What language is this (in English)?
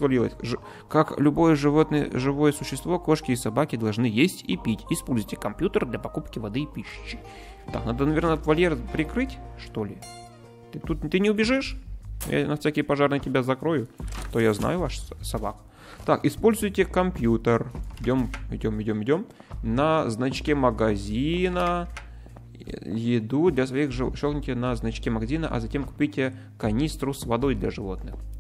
Russian